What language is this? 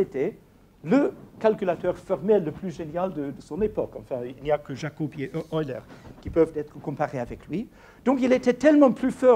French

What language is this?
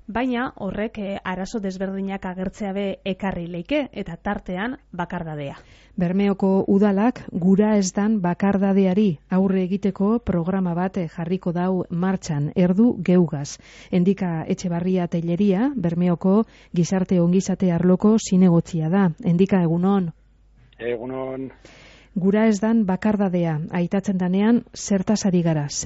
Basque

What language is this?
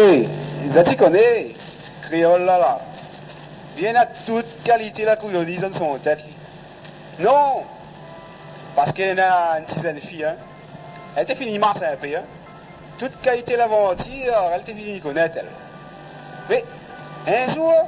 Réunion Creole French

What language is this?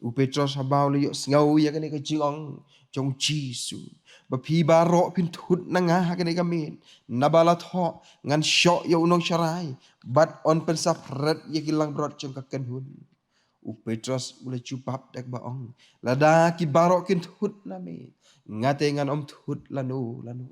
Khasi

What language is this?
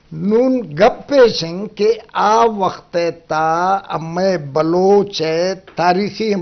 Eastern Balochi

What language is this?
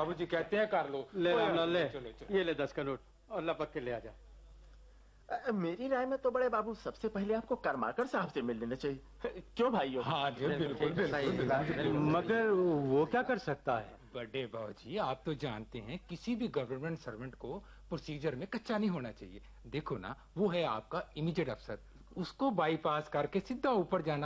Hindi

